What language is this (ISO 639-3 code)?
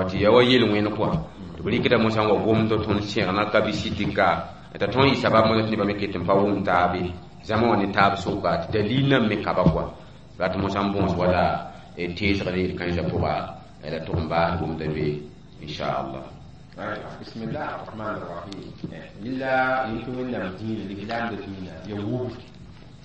mos